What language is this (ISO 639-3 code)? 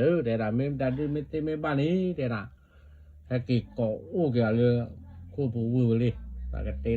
ksw